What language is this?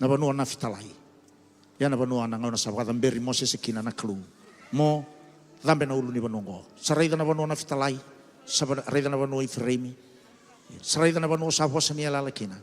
Fijian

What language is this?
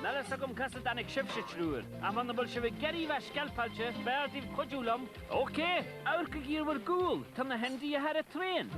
Irish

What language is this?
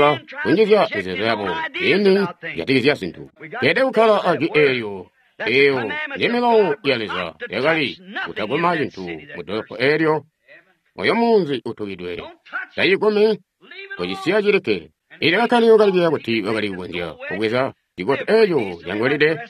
Tonga (Zambia)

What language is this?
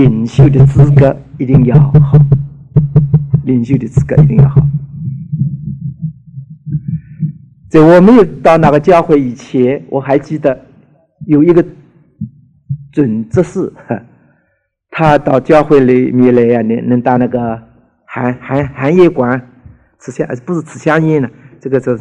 Chinese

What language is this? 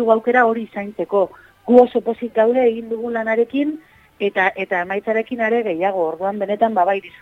Basque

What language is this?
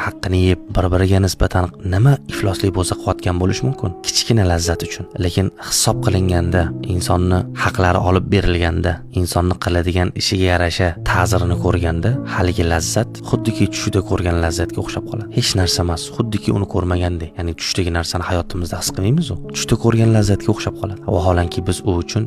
Uzbek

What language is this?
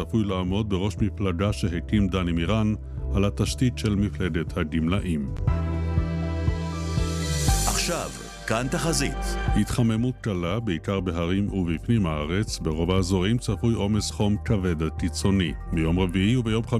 Hebrew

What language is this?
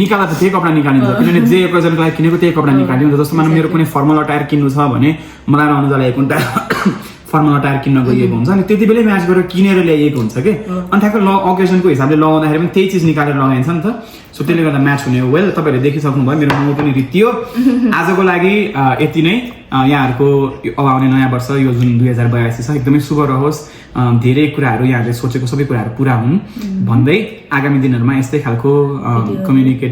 Nepali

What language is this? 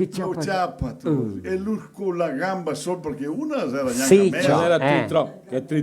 Venetian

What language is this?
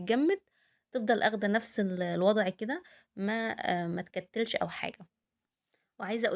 Egyptian Arabic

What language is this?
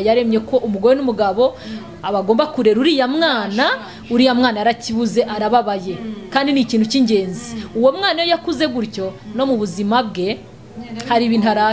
Kinyarwanda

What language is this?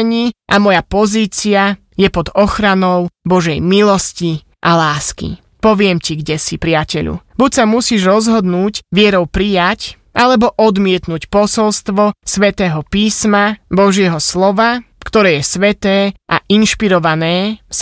Slovak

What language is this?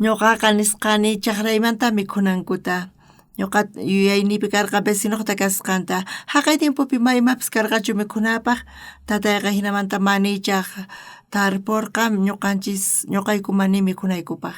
South Bolivian Quechua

